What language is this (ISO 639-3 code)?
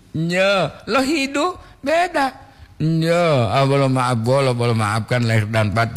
gor